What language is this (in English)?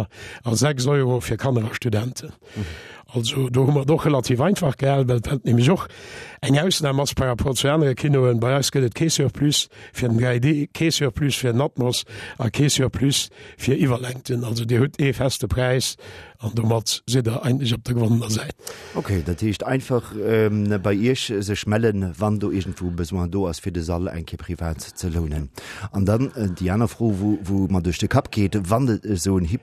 Luxembourgish